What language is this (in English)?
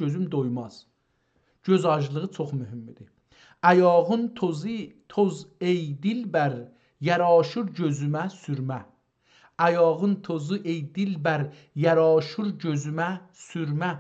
South Azerbaijani